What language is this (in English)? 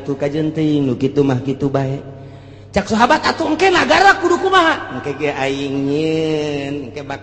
Sundanese